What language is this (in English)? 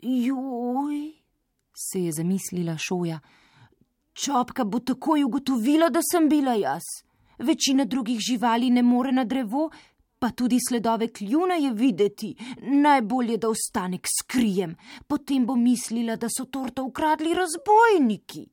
Slovenian